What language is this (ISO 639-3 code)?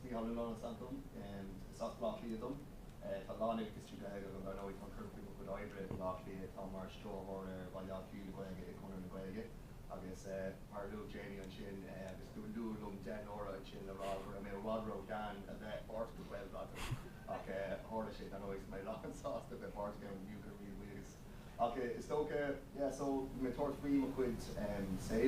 gle